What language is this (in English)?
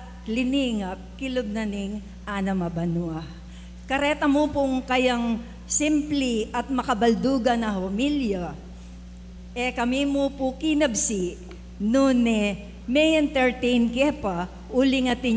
Pampanga